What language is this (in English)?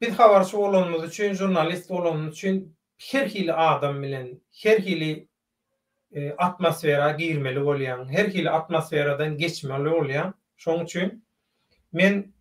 Turkmen